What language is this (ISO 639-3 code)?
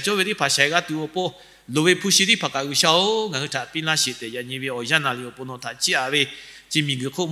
lhu